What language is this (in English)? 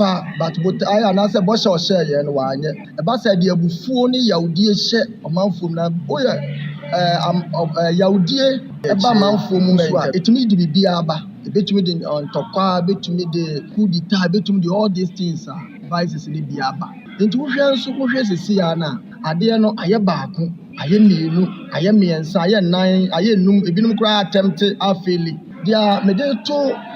Akan